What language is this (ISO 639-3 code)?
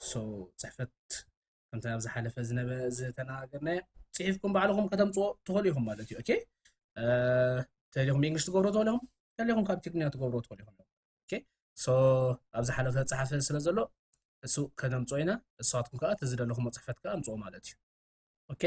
tir